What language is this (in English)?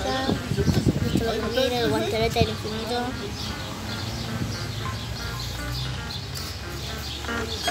Spanish